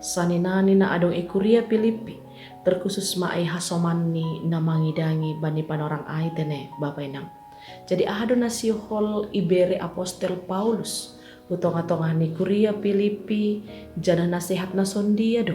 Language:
Batak Simalungun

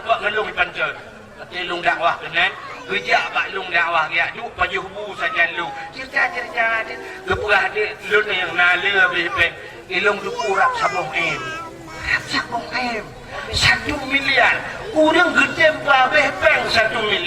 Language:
Achinese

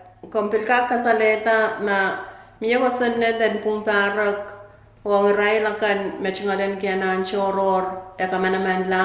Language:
Pohnpeian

